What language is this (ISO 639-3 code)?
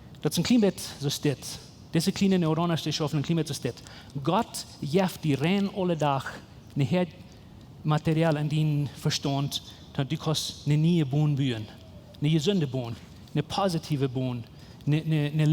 pdt